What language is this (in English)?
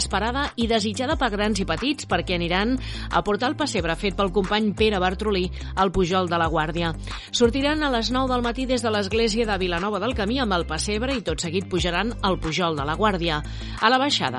Catalan